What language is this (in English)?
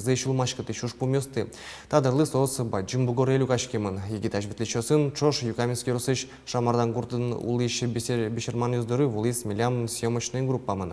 Udmurt